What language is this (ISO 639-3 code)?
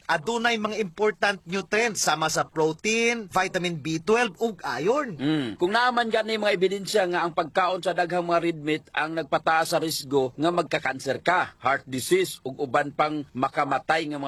ceb